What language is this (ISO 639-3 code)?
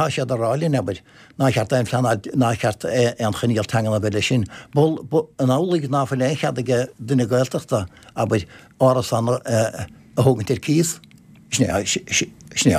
gle